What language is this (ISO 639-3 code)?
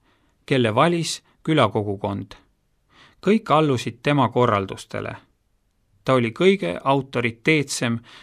est